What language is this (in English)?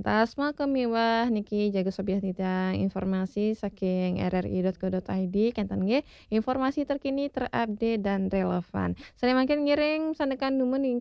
Balinese